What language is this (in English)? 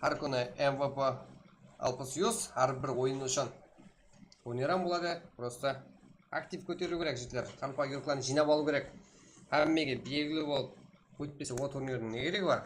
Kara-Kalpak